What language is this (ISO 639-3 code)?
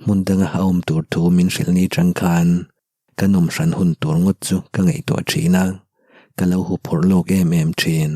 lus